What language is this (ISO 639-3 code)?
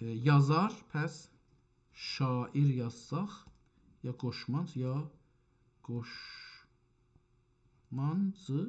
azb